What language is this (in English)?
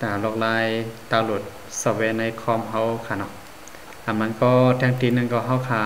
Shan